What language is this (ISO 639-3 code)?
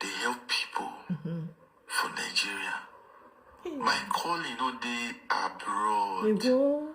pcm